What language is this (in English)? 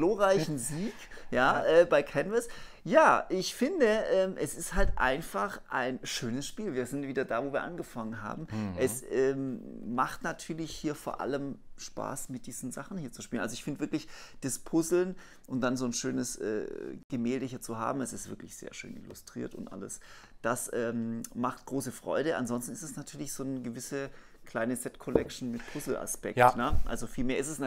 German